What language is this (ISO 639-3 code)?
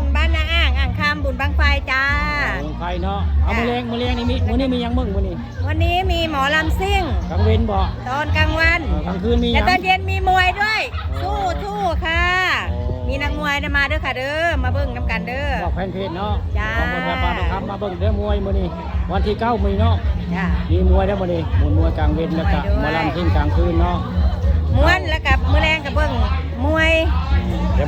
tts